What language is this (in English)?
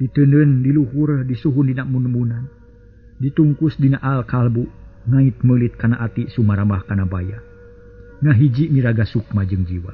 Sundanese